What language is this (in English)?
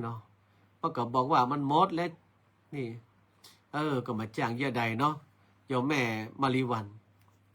Northern Thai